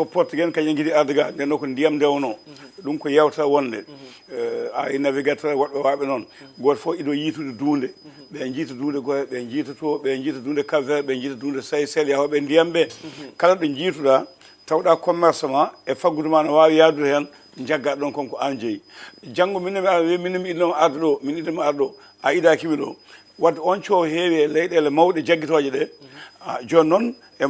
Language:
Fula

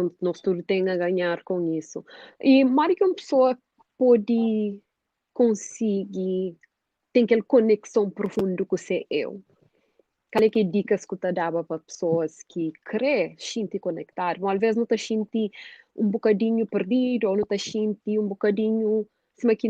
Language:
Kabuverdianu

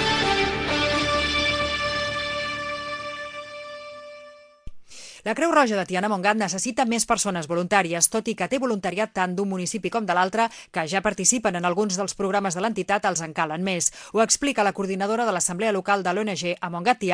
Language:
Catalan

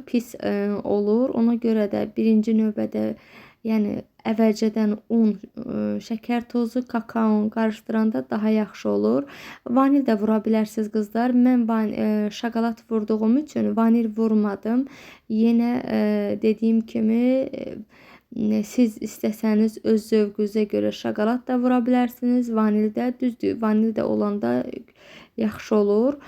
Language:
Azerbaijani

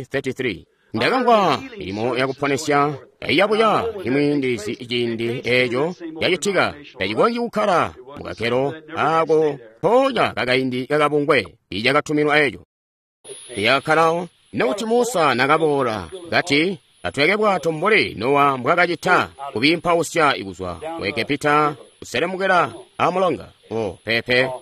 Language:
Tonga (Zambia)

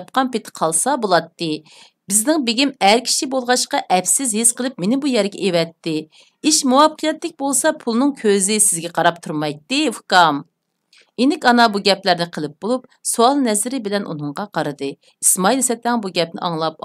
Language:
Uyghur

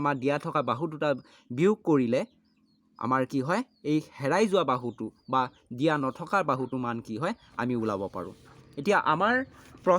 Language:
Assamese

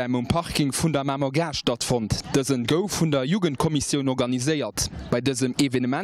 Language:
Luxembourgish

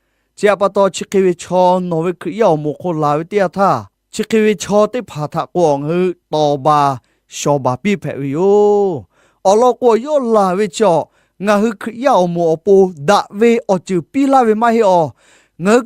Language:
Lahu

